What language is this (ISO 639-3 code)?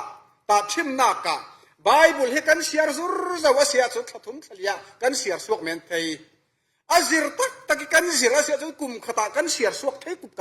cfm